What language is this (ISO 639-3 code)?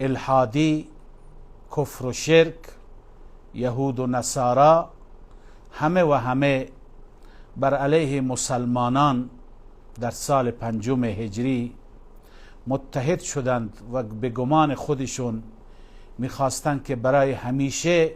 fas